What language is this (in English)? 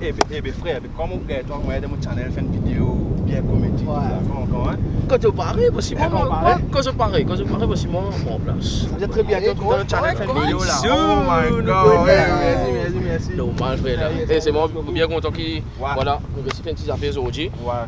Morisyen